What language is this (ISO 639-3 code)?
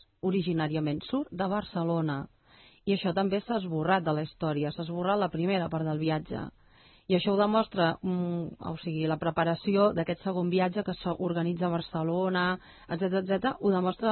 cat